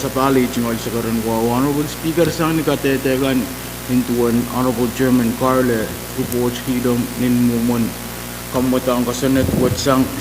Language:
Pohnpeian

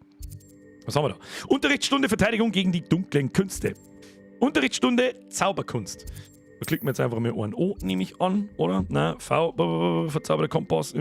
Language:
Bavarian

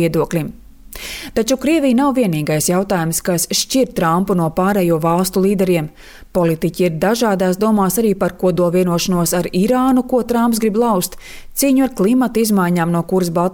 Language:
Latvian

